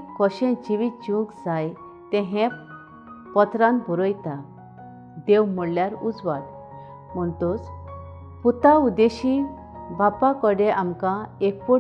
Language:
Konkani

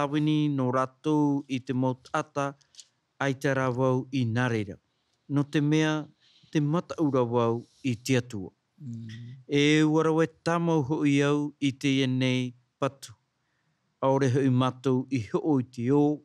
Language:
Tahitian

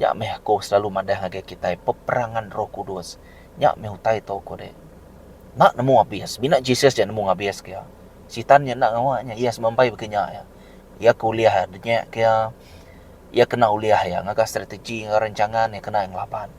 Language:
Iban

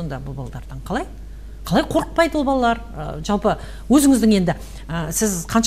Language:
Kazakh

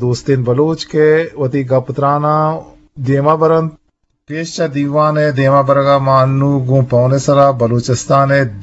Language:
Eastern Balochi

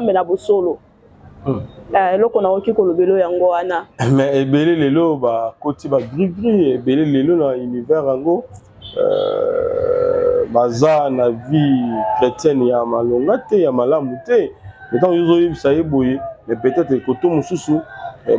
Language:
Lingala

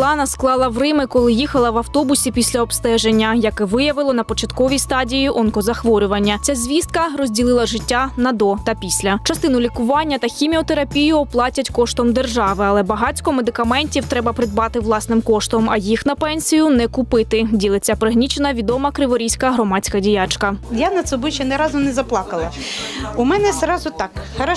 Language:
Ukrainian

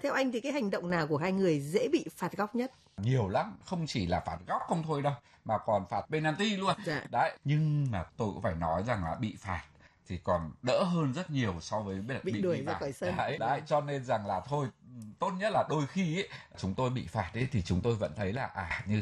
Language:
Vietnamese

